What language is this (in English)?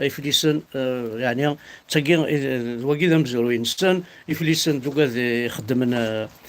Kabyle